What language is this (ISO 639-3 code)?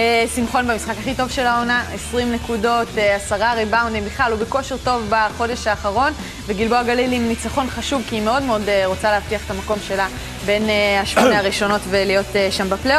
heb